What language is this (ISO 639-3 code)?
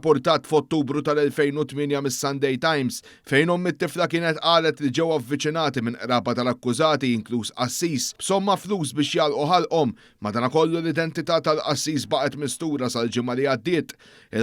mlt